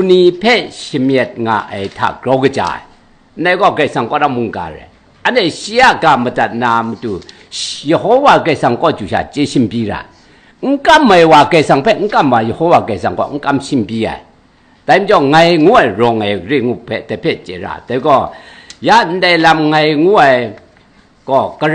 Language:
Kachin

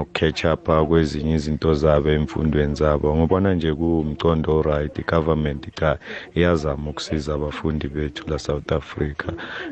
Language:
South Ndebele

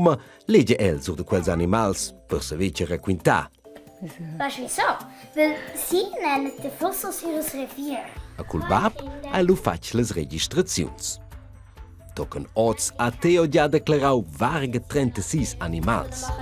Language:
Romansh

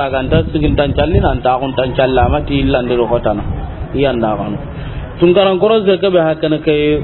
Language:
Soninke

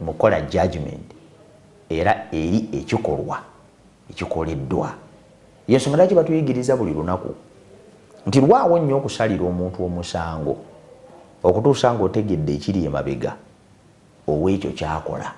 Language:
Ganda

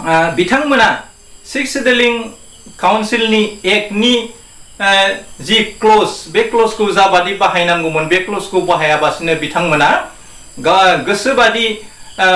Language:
Bodo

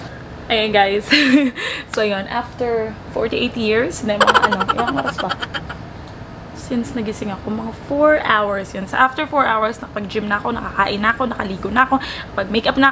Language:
Filipino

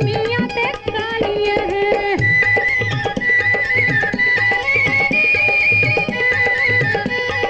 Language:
Punjabi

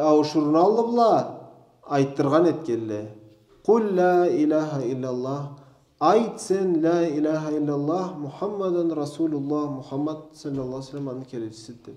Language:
Karachay-Balkar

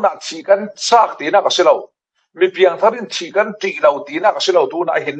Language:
Falam Chin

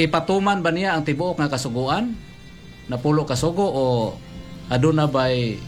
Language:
Cebuano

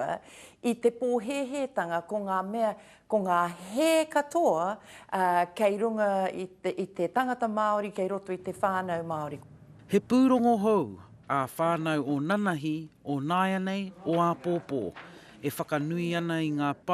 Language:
Māori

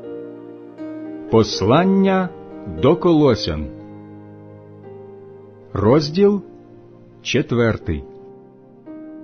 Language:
Ukrainian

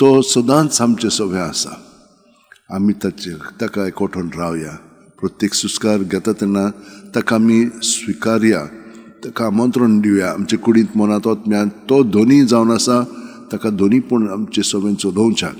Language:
Konkani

